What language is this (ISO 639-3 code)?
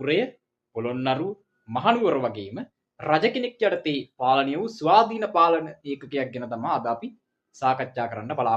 sin